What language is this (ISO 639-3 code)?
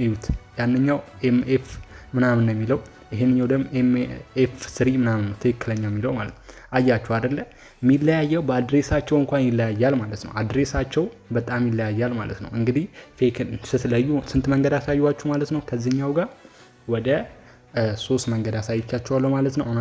amh